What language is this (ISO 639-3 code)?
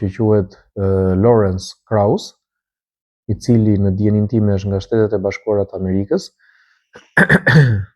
sqi